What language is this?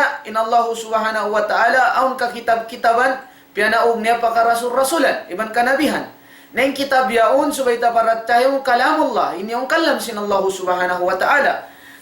Tausug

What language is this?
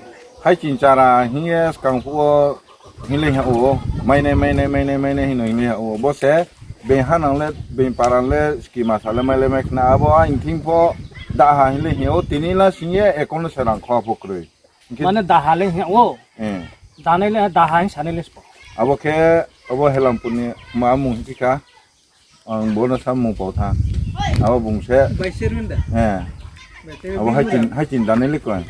Riang (India)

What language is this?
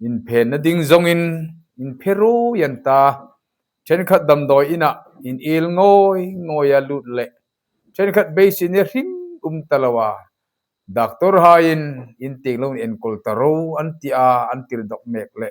Hmar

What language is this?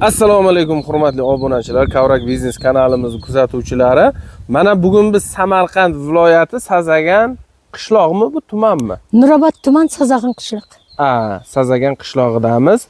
Uzbek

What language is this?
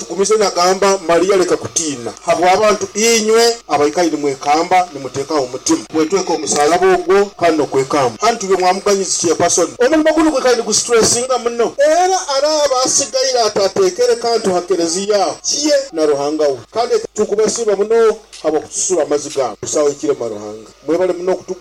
Nyoro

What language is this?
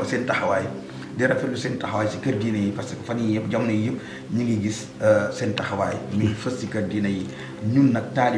Wolof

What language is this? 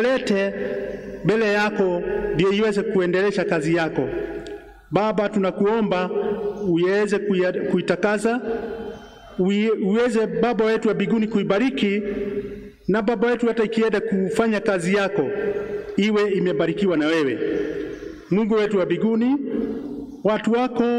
Swahili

